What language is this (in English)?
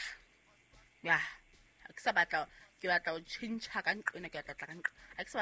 Southern Sotho